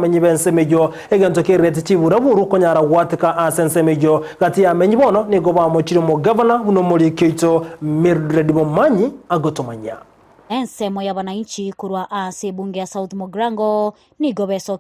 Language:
Gusii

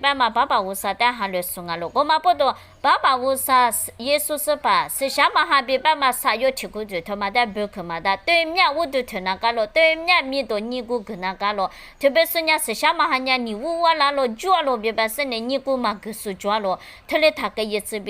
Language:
Lisu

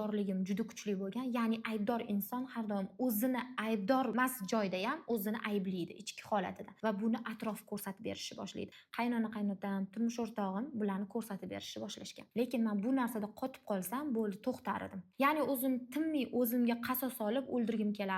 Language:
Uzbek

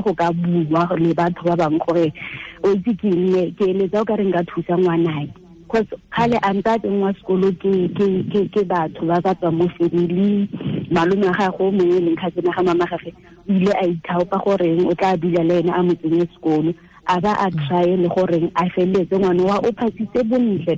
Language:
Tswana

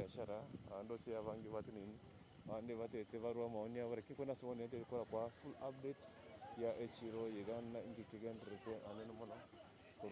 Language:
Gusii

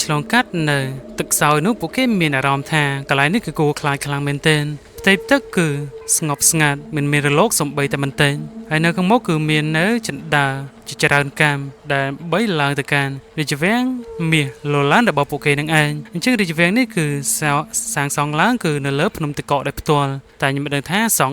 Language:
Khmer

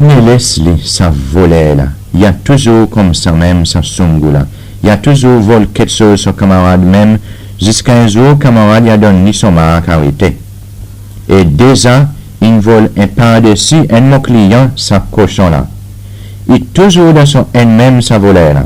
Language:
Seselwa Creole French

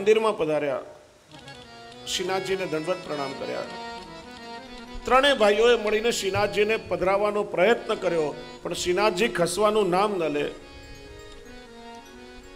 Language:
Gujarati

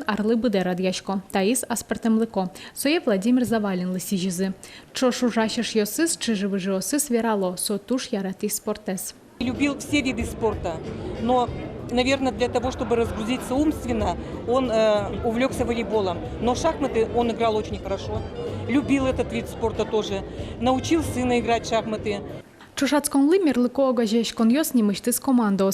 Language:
Udmurt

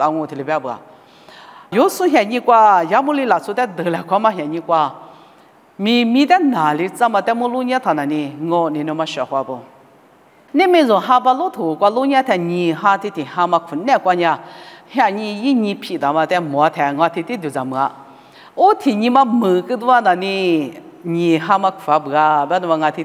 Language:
Lisu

